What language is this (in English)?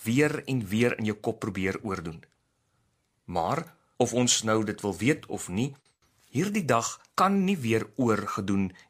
Afrikaans